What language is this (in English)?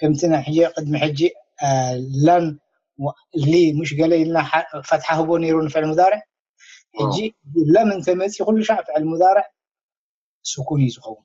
Tigrinya